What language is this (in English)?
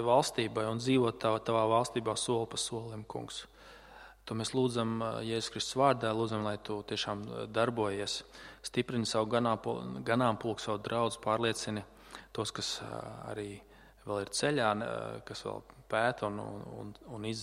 Latvian